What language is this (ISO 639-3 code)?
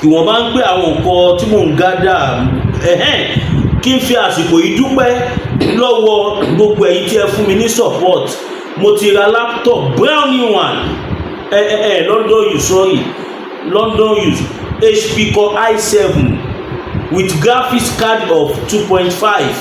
yor